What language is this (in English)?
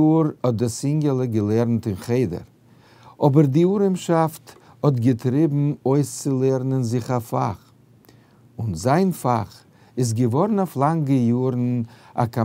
Yiddish